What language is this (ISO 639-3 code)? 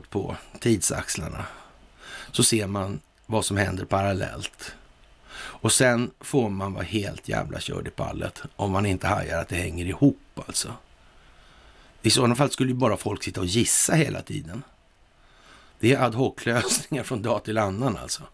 swe